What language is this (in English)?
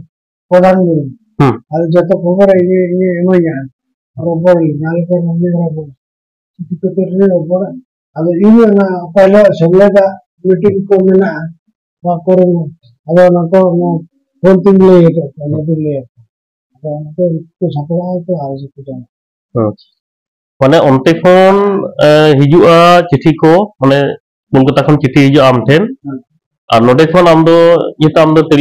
Santali